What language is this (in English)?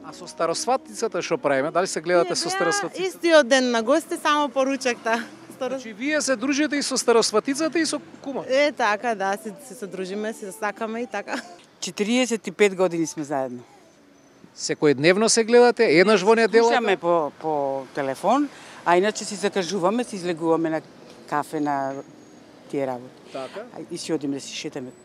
Macedonian